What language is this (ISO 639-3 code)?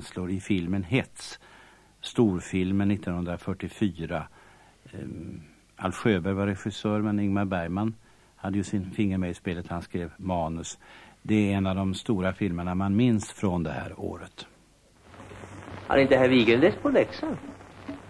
swe